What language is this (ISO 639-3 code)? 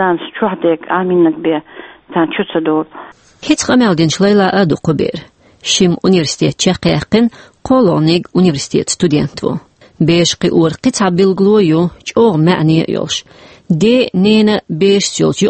che